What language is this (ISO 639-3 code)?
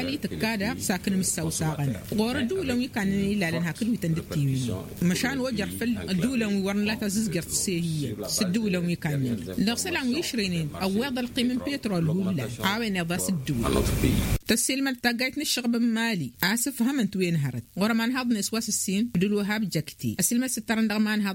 taq